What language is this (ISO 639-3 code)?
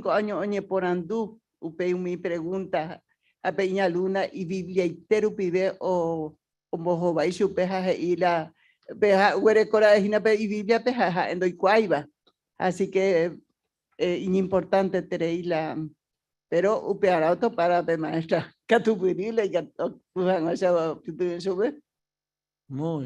grn